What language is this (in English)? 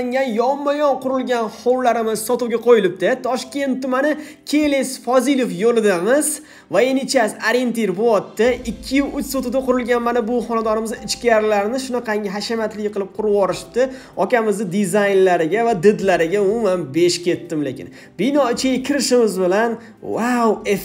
Uzbek